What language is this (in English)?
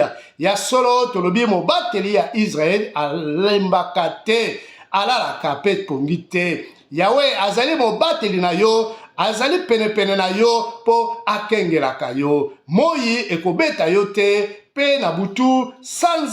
Lingala